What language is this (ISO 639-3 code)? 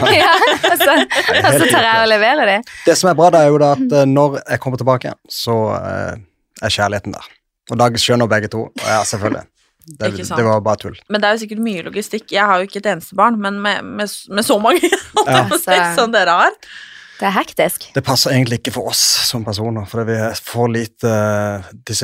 nor